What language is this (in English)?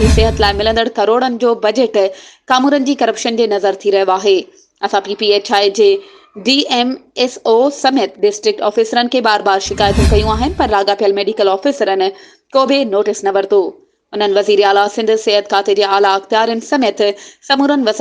Sindhi